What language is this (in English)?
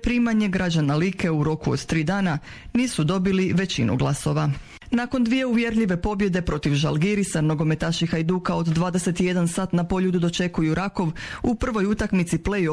Croatian